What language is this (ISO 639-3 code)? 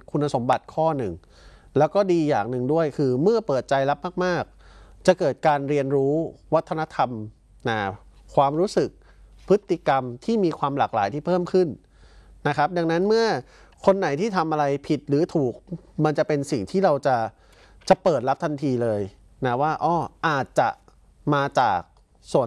tha